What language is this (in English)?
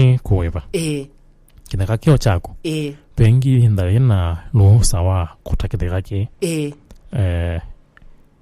Kamba